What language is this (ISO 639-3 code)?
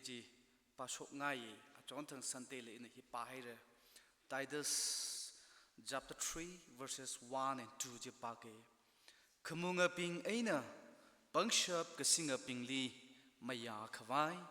nmf